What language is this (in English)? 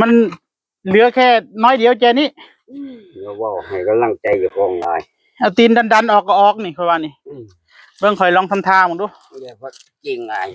Northeastern Thai